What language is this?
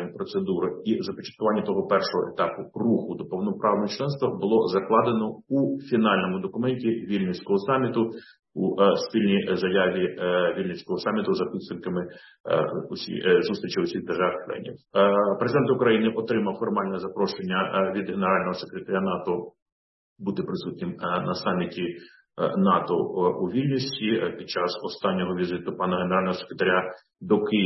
Ukrainian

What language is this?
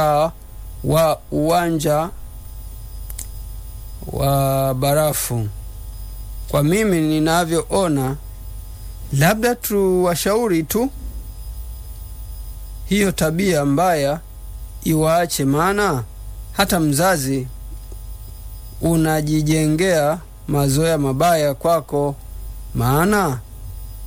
Swahili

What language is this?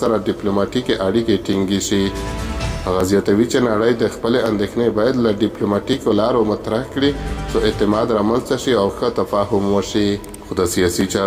Pashto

